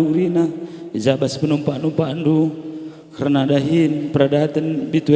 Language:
Batak Karo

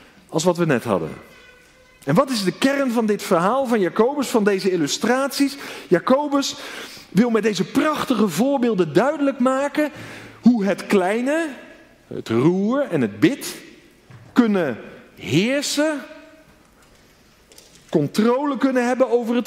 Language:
Dutch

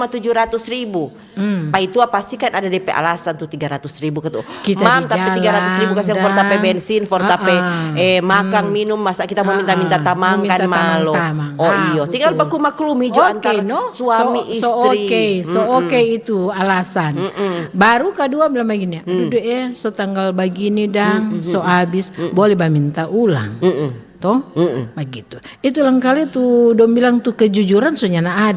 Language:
Manado Malay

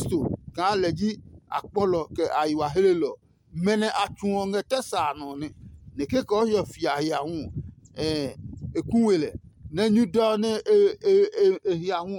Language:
Adangme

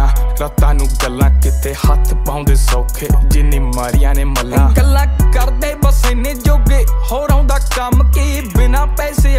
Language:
Punjabi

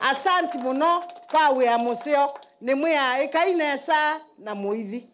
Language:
Kamba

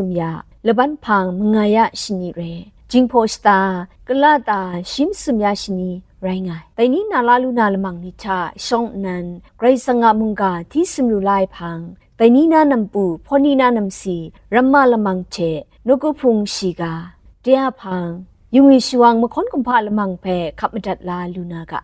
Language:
Kachin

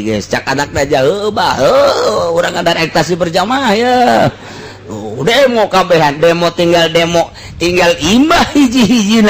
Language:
Sundanese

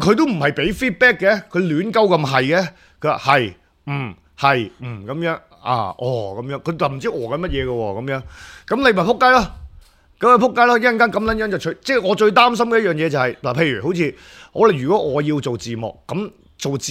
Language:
Cantonese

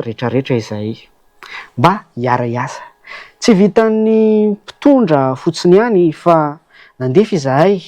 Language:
Malagasy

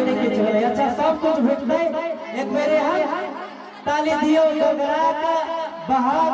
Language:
Maithili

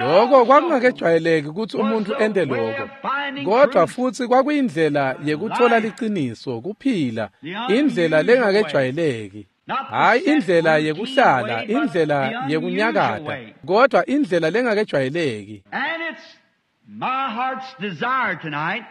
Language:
Swati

